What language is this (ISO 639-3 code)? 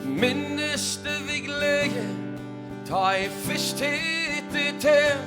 fao